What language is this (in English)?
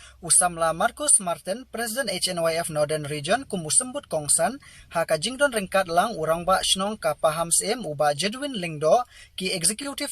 Khasi